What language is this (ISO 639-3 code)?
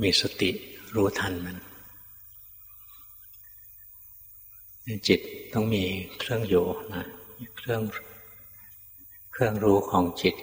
tha